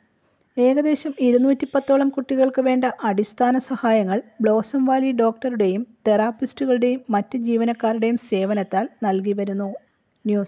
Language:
Malayalam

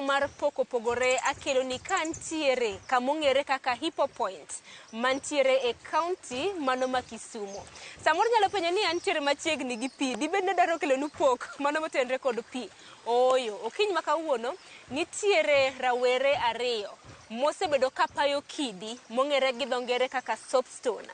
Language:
Luo (Kenya and Tanzania)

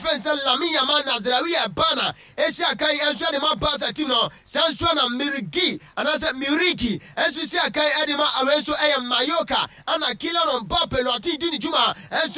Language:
Akan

